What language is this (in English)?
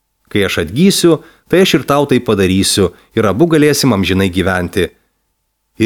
Lithuanian